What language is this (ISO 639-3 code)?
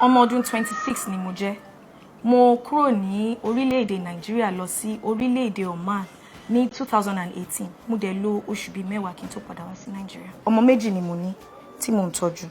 yor